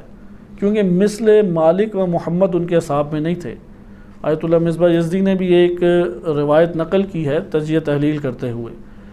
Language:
Urdu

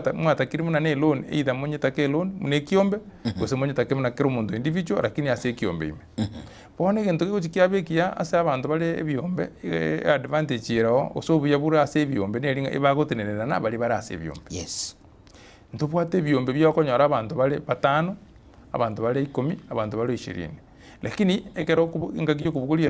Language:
Gusii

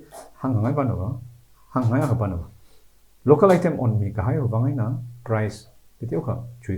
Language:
Tangkhul Naga (India)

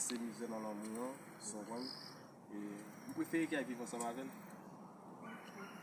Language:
Haitian Creole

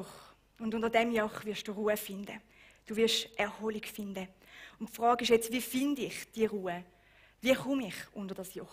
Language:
Swiss German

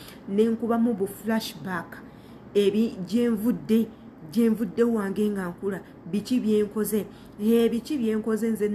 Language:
Ganda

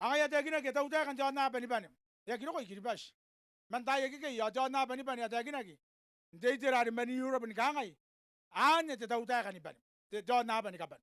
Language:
Gilbertese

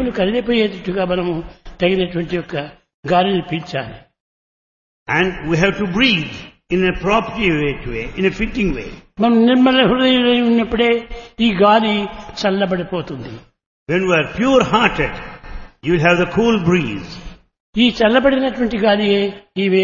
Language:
Telugu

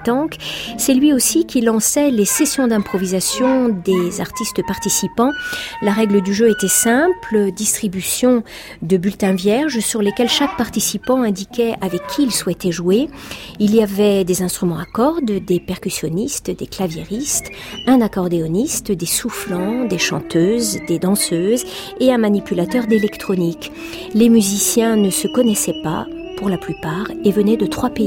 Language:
French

